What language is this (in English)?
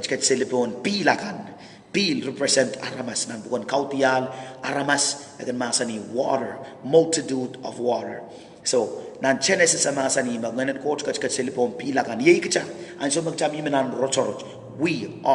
Pohnpeian